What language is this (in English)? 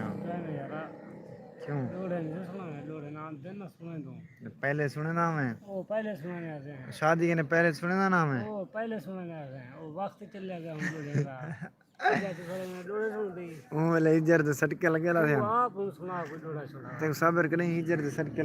Saraiki